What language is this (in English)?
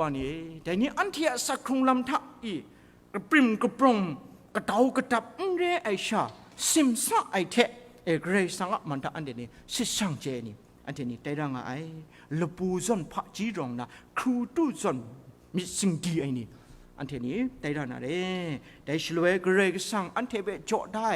Kachin